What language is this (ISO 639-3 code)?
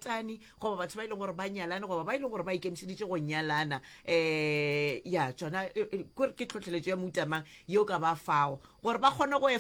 nso